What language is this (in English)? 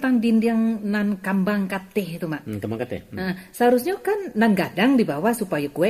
Minangkabau